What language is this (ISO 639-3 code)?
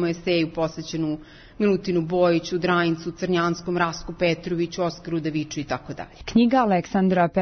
srp